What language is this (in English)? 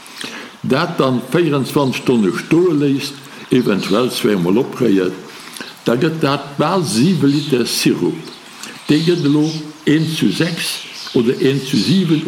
Luxembourgish